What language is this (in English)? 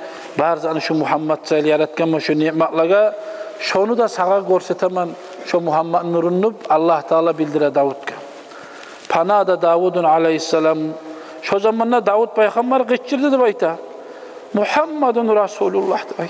Kumyk